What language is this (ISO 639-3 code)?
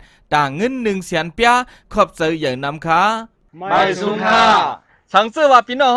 shn